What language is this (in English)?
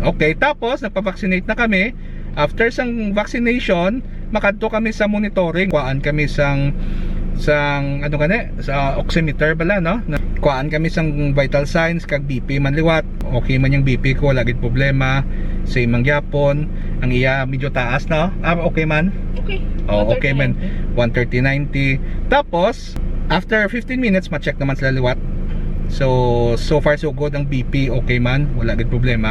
Hiligaynon